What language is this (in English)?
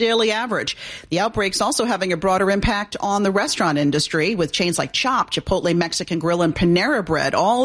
English